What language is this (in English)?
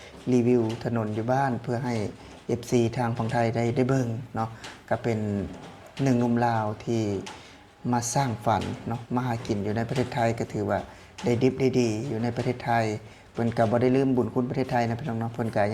Lao